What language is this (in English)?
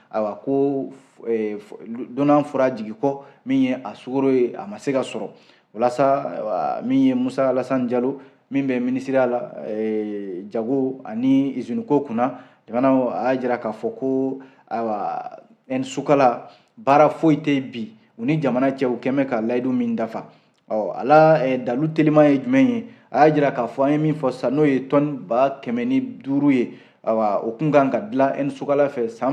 Bambara